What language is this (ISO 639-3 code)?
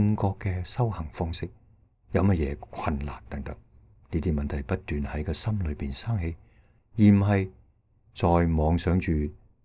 yue